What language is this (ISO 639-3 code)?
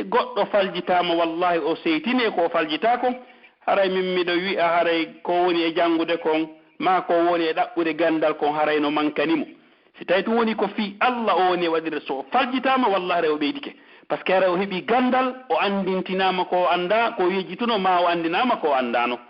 fuf